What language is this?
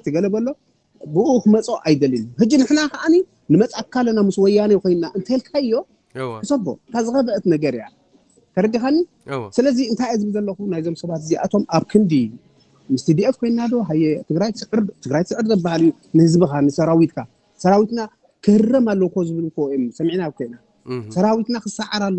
Tigrinya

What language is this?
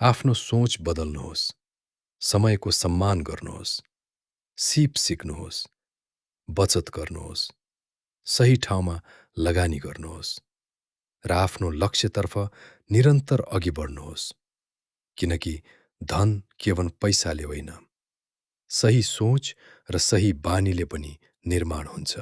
Nepali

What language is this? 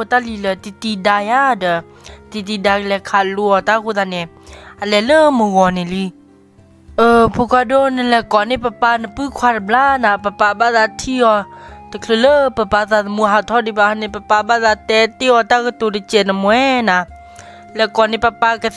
S'gaw Karen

